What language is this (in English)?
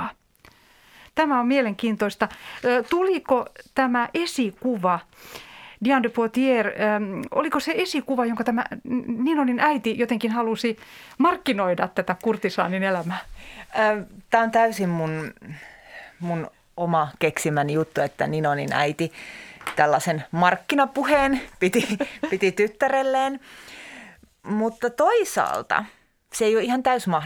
Finnish